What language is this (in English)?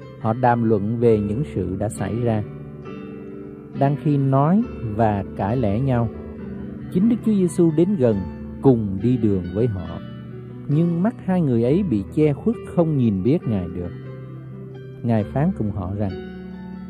Vietnamese